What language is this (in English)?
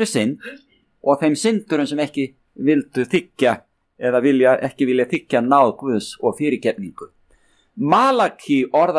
Icelandic